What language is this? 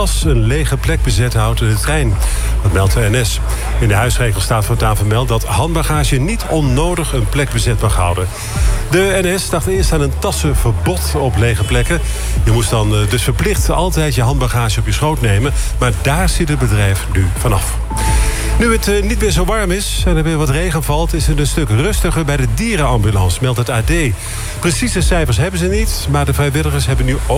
Dutch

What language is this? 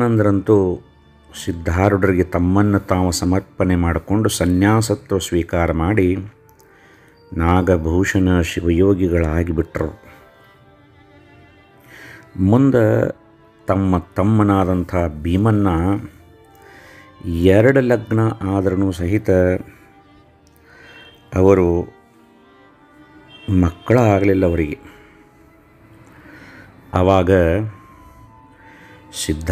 Kannada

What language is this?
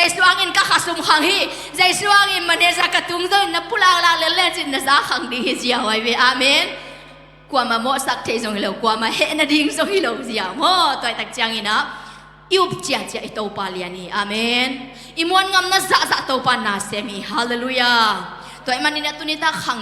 Tedim Chin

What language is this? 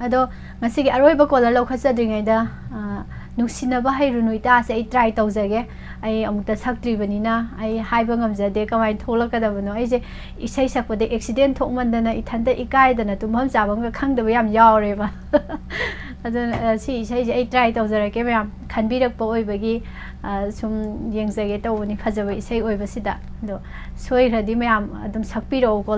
Manipuri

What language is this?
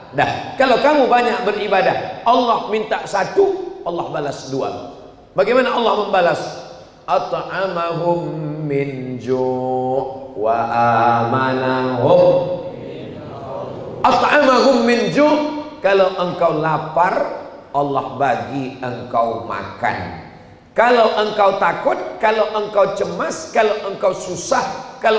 Malay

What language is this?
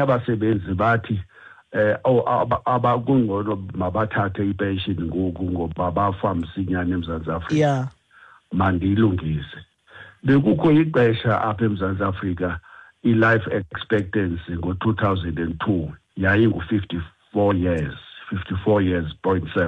Xhosa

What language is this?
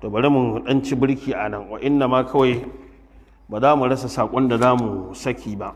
Hausa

